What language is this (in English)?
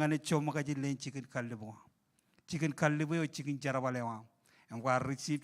Marshallese